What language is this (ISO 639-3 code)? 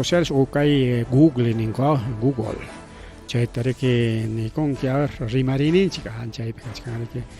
quy